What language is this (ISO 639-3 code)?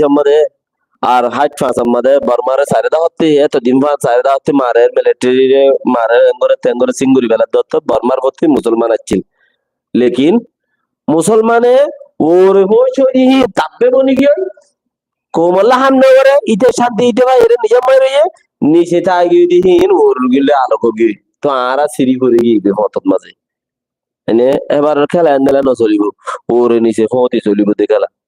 rhg